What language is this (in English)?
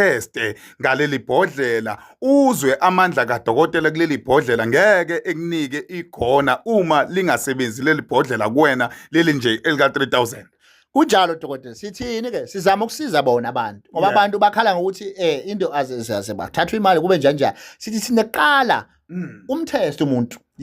Zulu